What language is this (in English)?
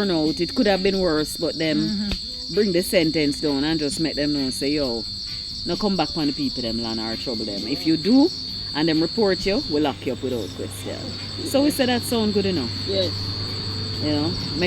Jamaican Creole English